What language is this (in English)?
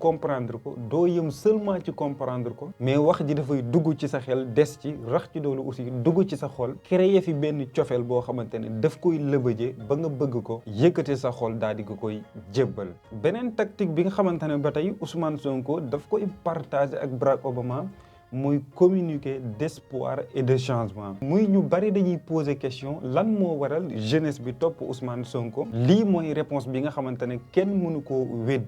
Wolof